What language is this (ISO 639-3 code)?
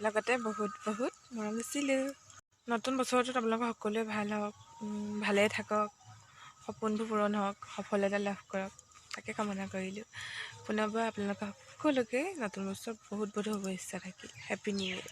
asm